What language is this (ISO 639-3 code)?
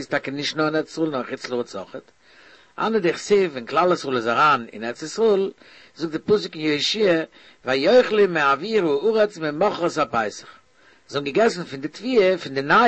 yid